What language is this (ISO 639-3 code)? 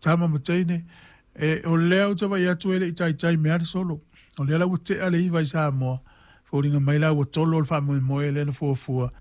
smo